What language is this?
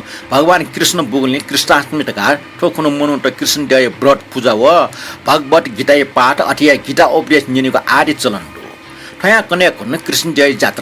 Newari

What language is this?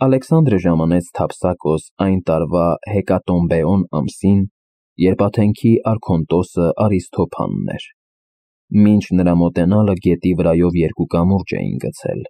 Armenian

